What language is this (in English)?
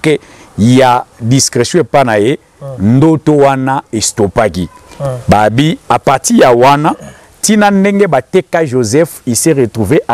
Lingala